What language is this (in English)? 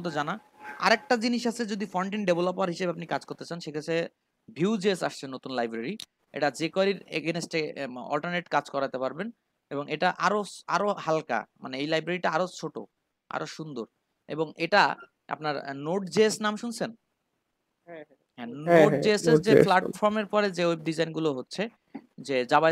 Bangla